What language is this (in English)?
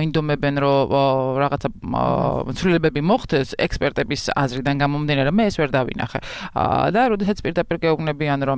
Georgian